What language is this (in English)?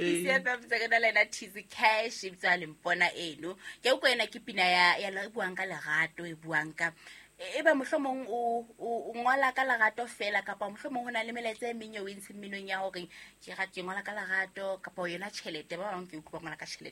Southern Sotho